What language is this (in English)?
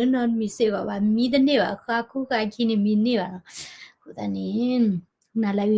S'gaw Karen